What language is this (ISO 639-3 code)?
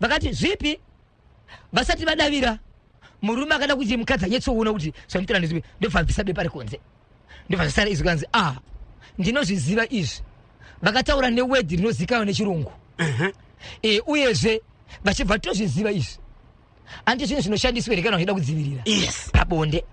sna